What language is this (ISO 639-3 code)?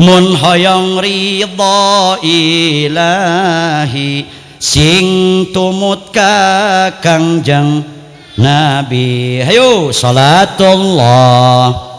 sun